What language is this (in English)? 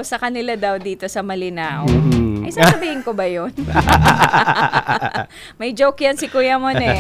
Filipino